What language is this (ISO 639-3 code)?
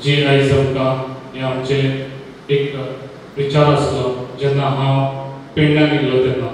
kok